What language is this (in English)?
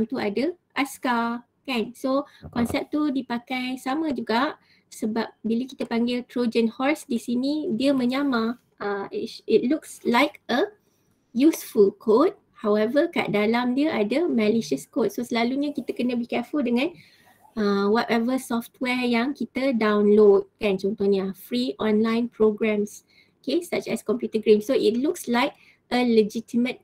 Malay